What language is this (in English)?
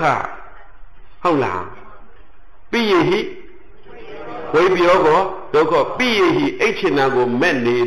Burmese